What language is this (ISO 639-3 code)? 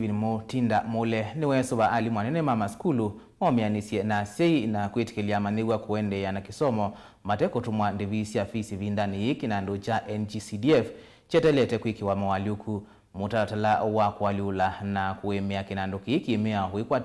kam